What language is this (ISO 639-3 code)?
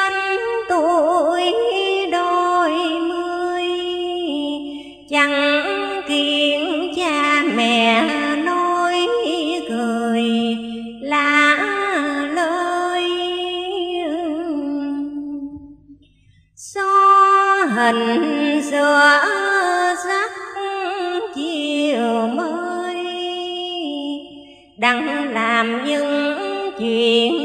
vie